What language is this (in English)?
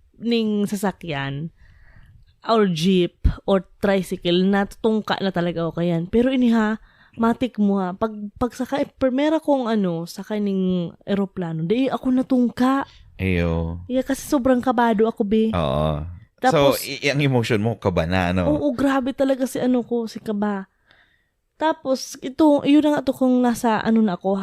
Bikol